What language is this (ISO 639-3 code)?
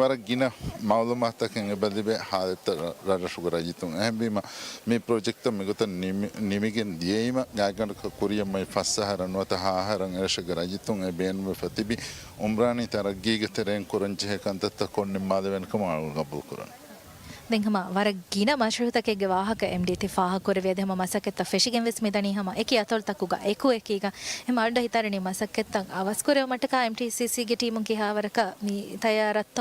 div